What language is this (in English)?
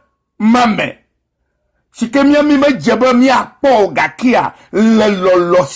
Ewe